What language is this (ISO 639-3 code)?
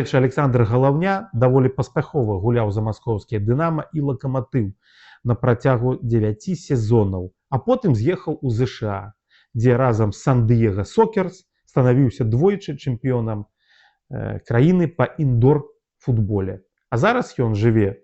bel